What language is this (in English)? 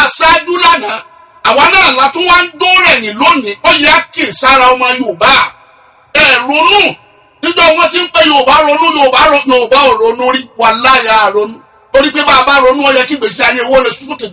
Yoruba